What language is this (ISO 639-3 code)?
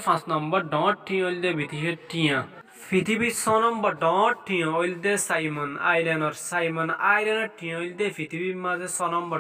rhg